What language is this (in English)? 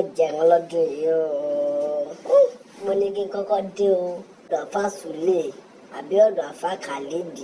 Yoruba